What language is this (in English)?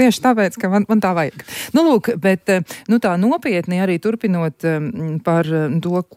Latvian